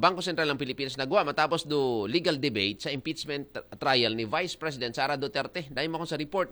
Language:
Aklanon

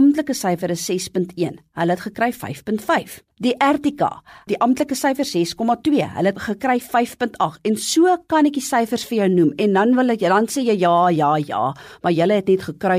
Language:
Afrikaans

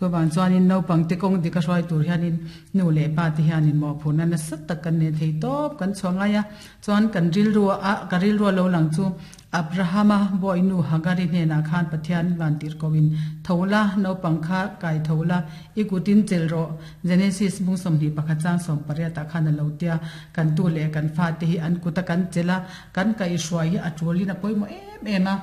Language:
Mizo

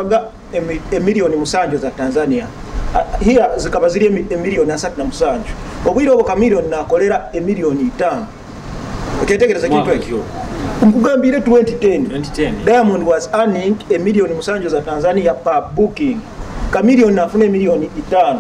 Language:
Nyoro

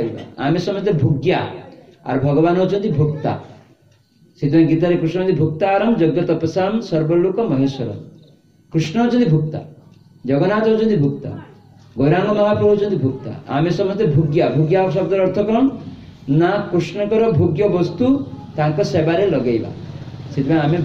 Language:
Odia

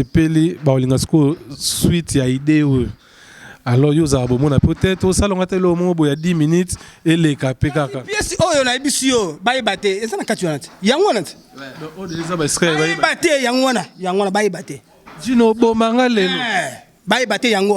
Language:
Lingala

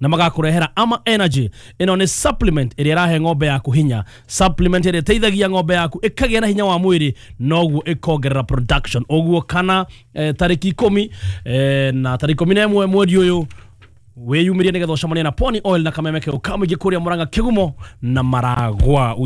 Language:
Kikuyu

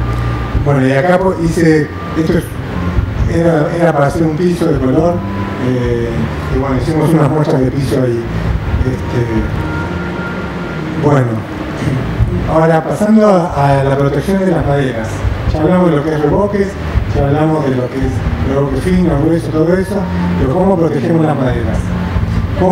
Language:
Spanish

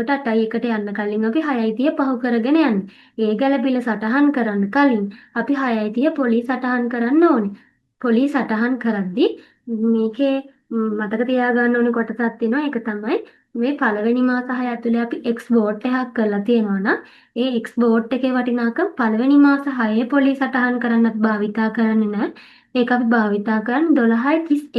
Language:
Sinhala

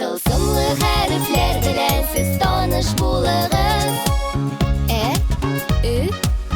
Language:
Tatar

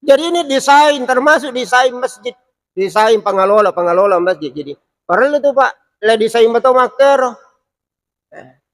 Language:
Buginese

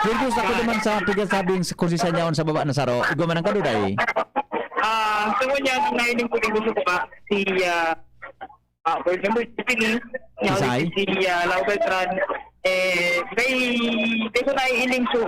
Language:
Bikol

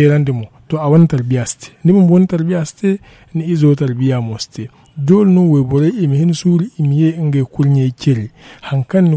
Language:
Zarma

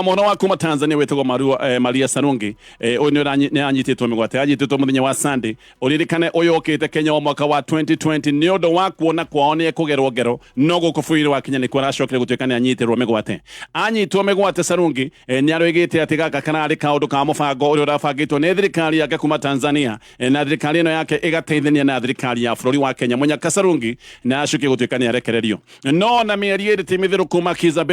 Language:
Kikuyu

